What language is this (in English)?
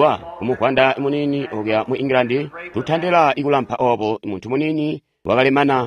Tonga (Zambia)